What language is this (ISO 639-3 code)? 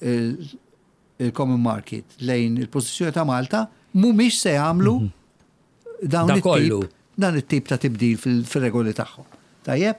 mlt